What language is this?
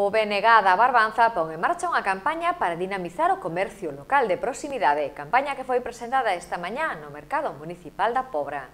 Galician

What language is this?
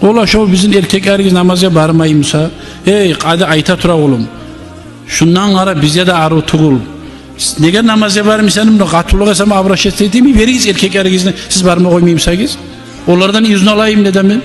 Kumyk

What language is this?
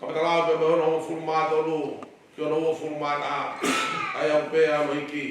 Tongan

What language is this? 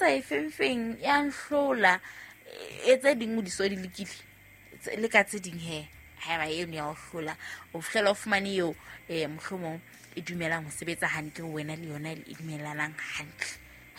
Southern Sotho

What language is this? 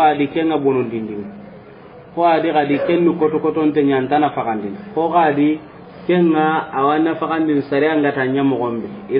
Soninke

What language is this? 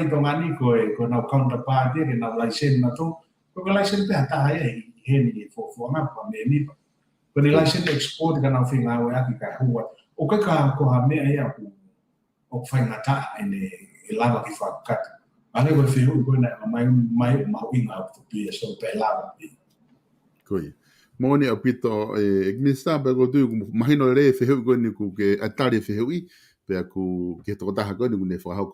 Tongan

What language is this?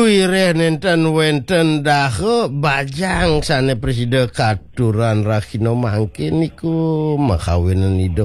Balinese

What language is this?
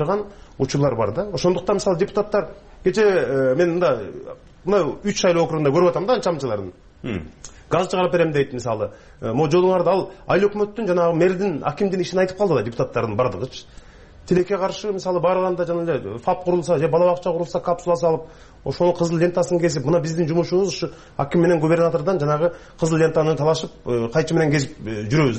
Kyrgyz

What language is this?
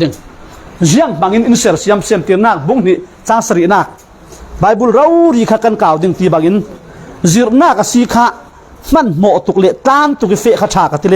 Falam Chin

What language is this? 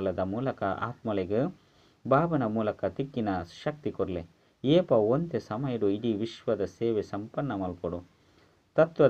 Tulu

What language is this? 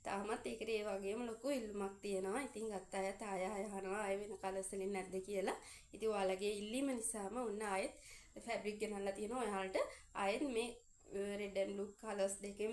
Sinhala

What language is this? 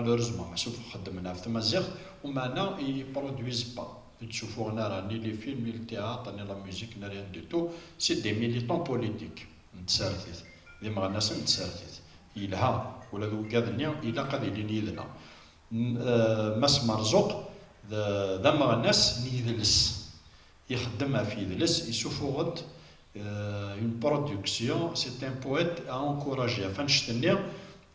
Kabyle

